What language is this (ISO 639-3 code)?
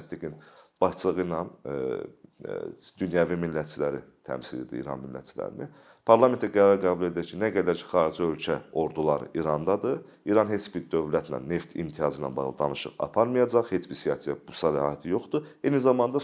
aze